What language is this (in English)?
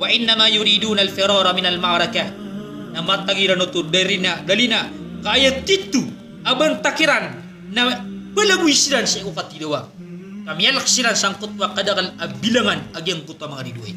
Maranao